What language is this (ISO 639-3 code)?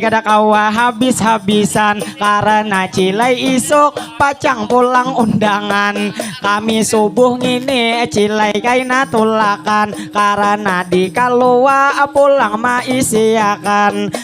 bjn